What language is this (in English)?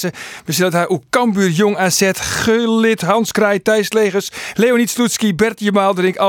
Western Frisian